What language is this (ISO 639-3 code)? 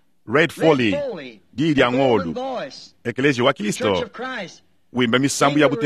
lua